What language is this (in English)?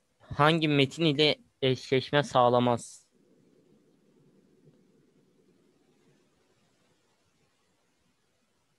Turkish